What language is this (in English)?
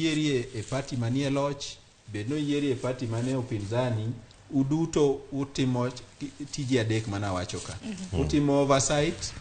Luo (Kenya and Tanzania)